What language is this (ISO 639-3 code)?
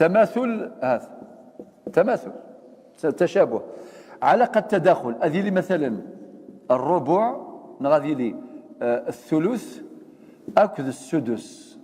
kab